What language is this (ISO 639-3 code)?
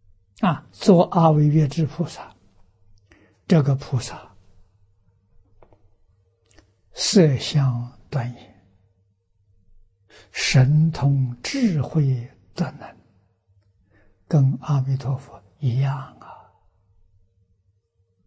zho